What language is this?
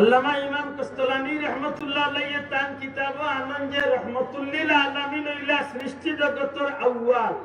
Sylheti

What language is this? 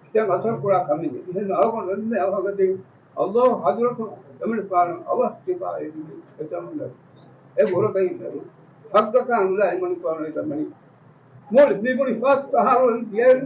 Divehi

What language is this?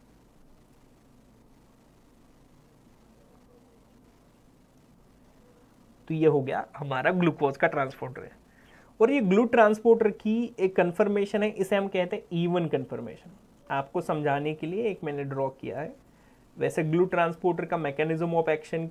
Hindi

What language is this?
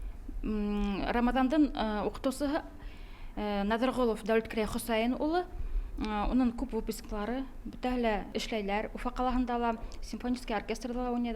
Bashkir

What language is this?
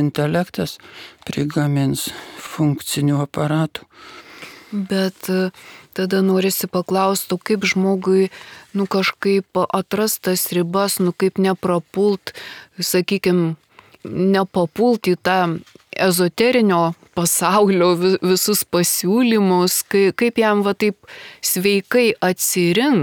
Lithuanian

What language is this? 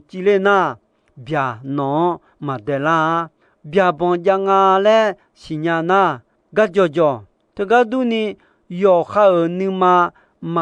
Akha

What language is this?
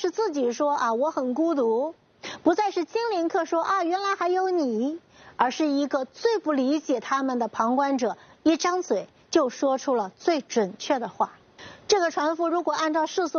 Chinese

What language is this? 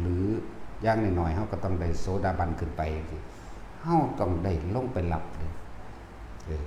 Northeastern Thai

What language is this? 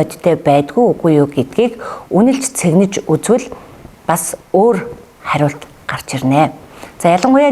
Mongolian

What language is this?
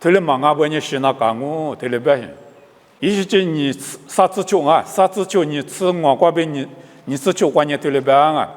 Lisu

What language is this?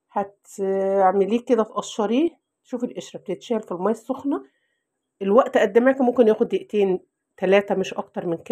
Egyptian Arabic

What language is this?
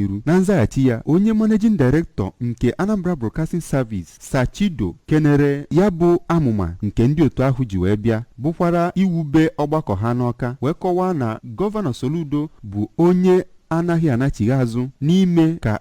Igbo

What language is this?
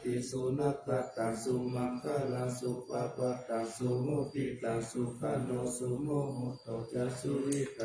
Pali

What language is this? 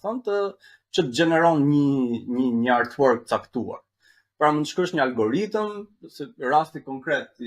Albanian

